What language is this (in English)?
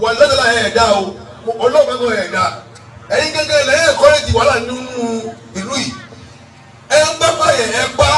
Yoruba